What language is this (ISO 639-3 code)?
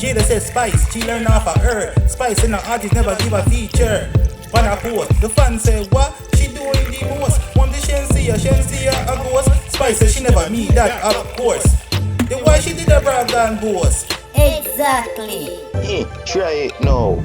jam